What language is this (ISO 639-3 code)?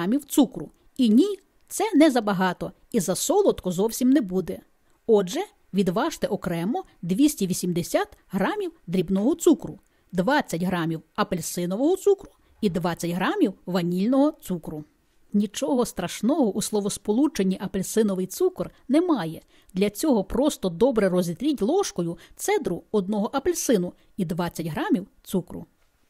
ukr